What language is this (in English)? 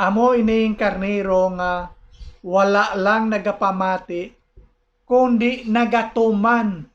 Hiligaynon